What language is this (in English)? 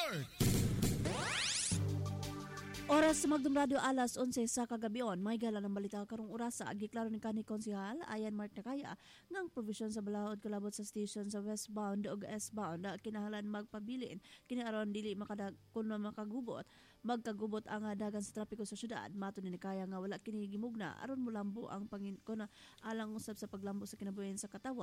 Cebuano